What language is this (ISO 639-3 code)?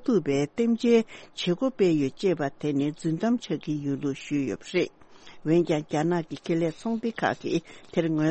bod